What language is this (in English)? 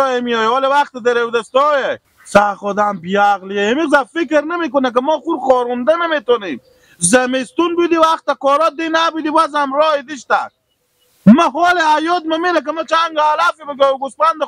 Persian